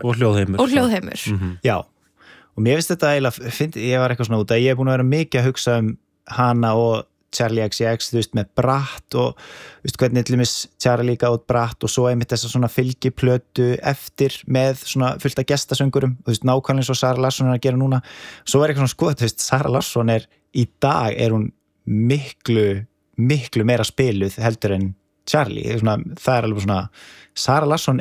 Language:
Icelandic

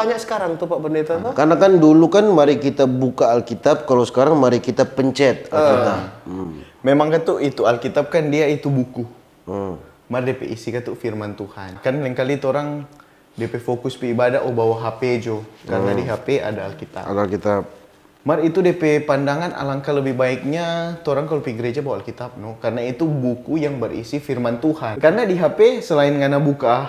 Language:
Manado Malay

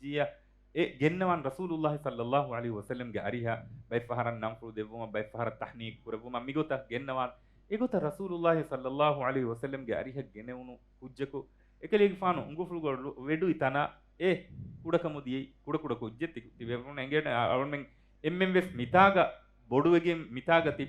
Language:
Divehi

